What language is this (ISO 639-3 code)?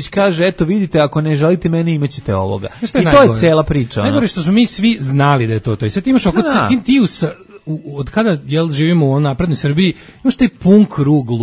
srp